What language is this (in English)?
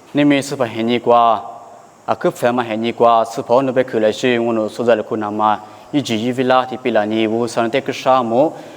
Lisu